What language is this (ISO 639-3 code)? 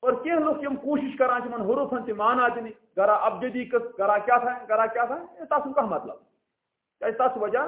kas